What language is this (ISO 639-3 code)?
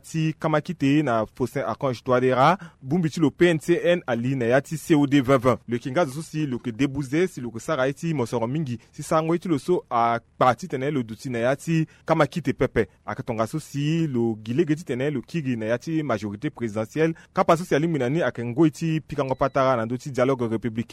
sag